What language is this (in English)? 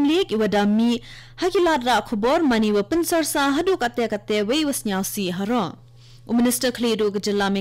Khasi